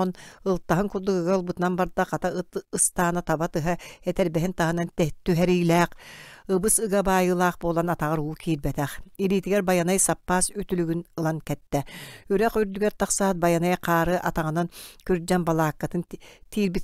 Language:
Yakut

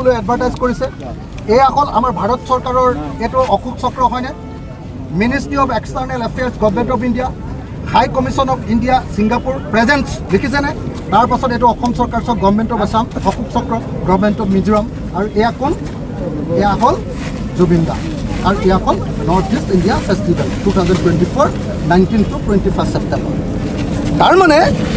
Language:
Assamese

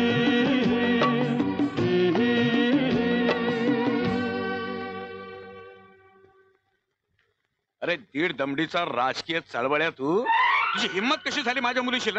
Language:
Marathi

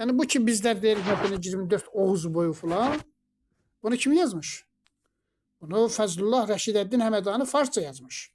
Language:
Azerbaijani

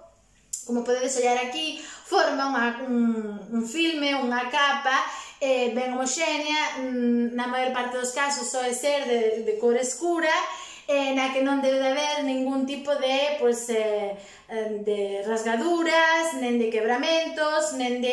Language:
Galician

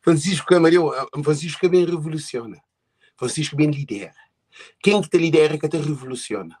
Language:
Kabuverdianu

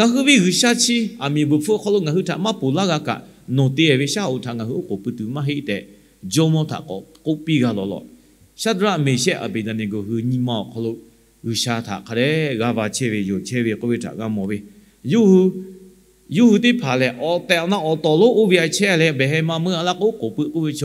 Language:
Lahu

